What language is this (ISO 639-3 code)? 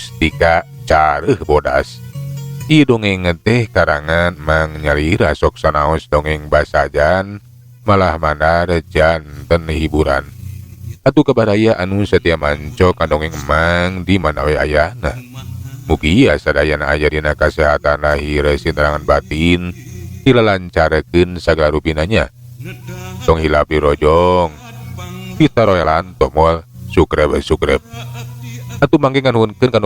sun